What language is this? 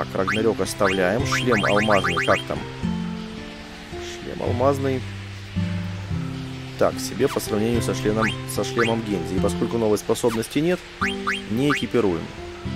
Russian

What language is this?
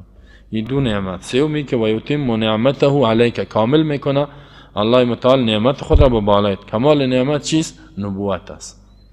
Persian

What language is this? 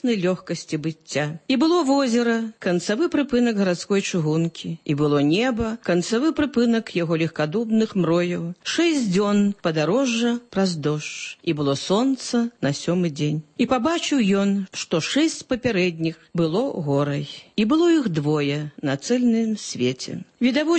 Belarusian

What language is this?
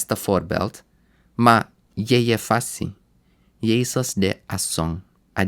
Sranan Tongo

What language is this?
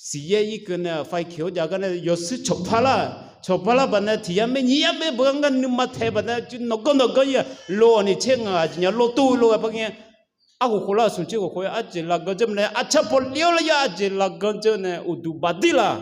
Akha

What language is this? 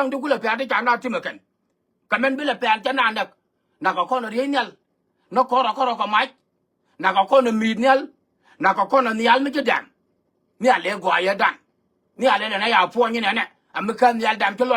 Nuer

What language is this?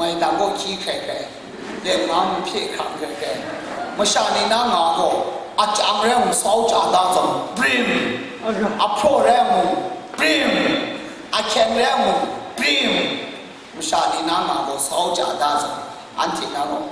Kachin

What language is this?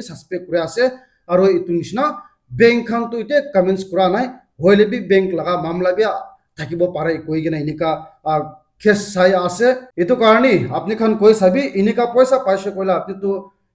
Naga Pidgin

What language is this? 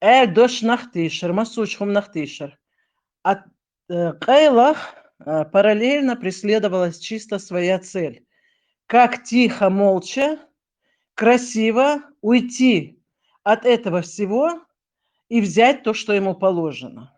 Chechen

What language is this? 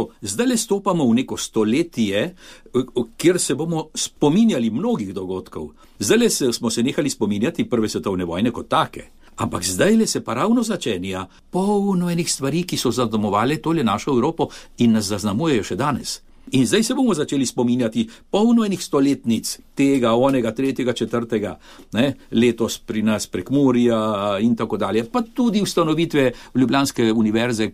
Slovenian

